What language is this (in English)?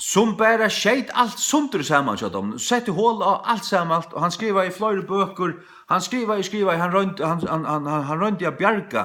Faroese